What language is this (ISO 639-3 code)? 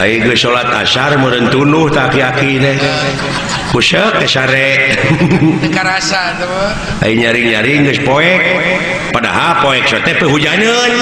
sun